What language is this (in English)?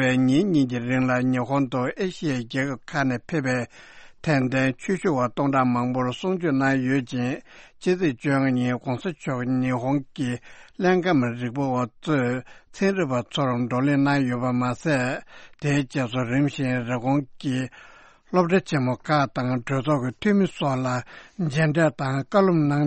Tibetan